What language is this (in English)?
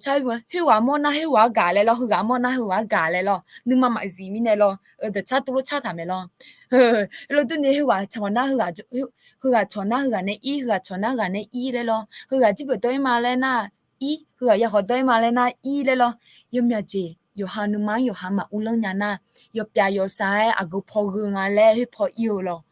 Akha